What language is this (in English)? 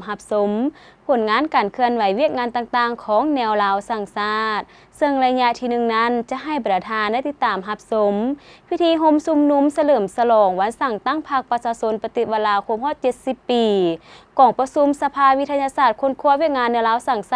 Lao